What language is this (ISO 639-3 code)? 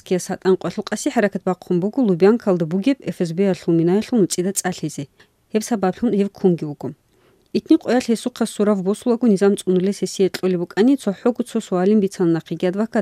bel